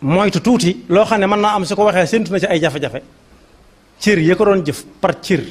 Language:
Wolof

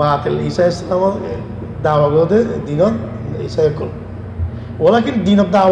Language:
Rohingya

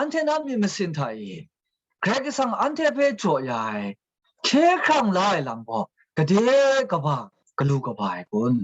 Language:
Kachin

